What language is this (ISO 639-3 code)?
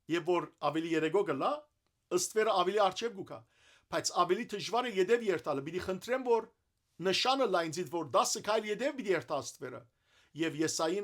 hyw